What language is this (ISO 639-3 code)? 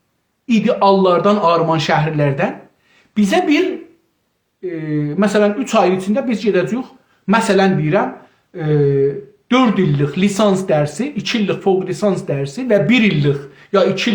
azb